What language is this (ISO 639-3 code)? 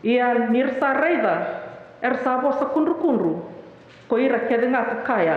fij